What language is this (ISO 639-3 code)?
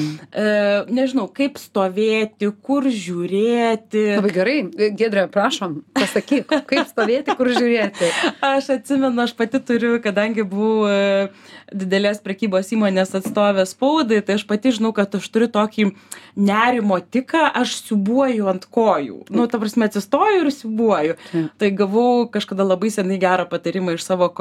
lit